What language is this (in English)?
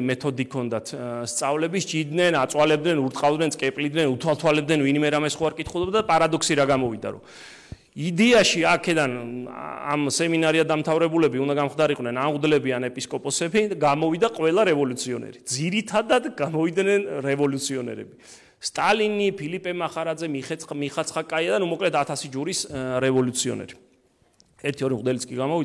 Georgian